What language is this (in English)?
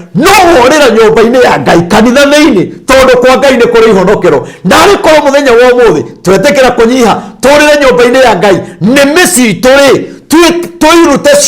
Kikuyu